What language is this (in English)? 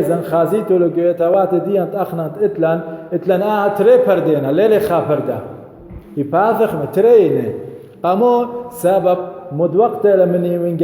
Assyrian Neo-Aramaic